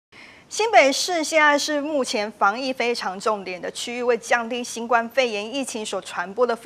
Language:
Chinese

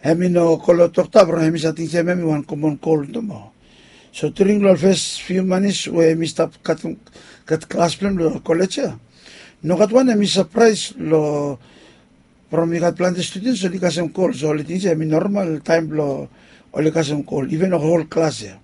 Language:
Bislama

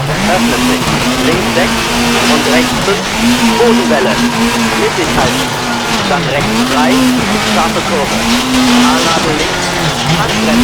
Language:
Bavarian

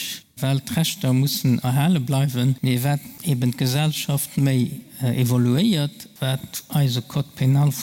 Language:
Luxembourgish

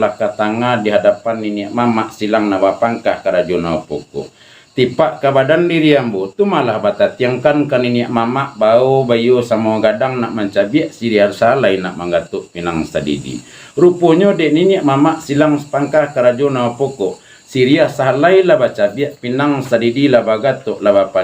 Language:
Minangkabau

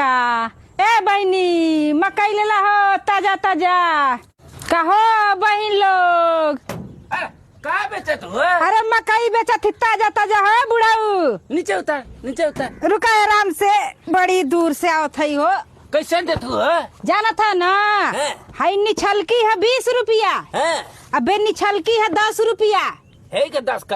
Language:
Bhojpuri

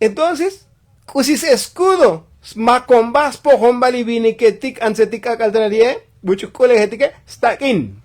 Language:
Tzotzil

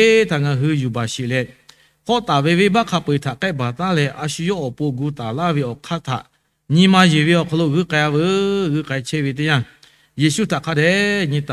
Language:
Lahu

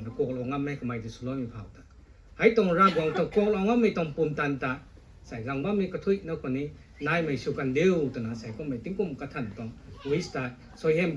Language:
Rongmei Naga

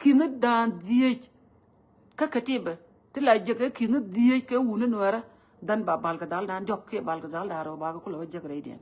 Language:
Nuer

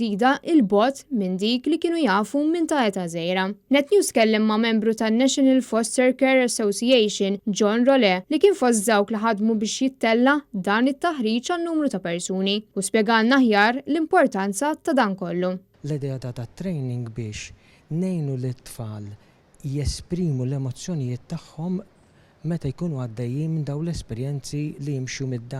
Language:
Maltese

